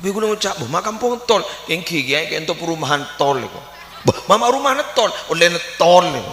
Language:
Madurese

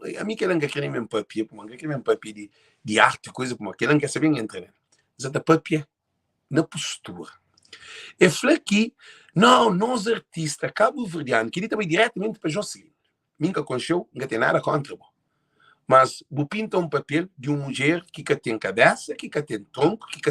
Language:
Kabuverdianu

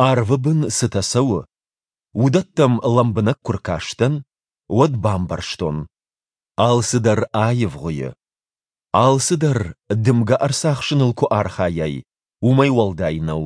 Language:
Ossetic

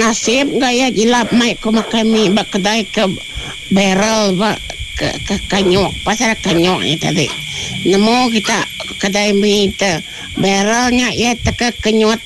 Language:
Iban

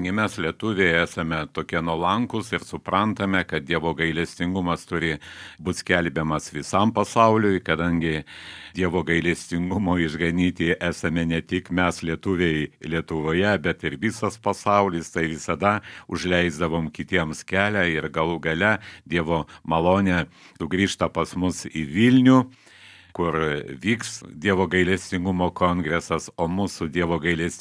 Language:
Lithuanian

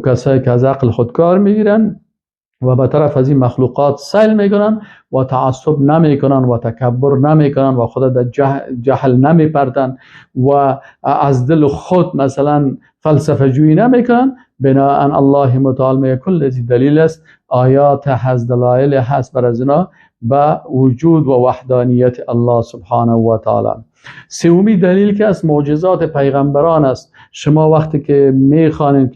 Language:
Persian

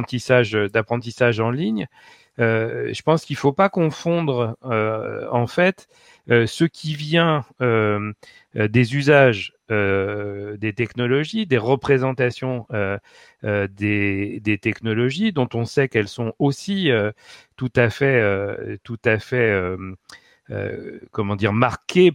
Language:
French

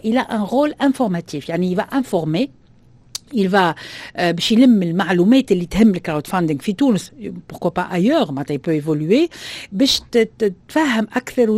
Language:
Tunisian Arabic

